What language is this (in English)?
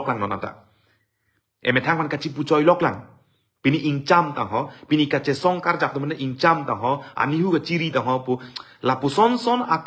Karbi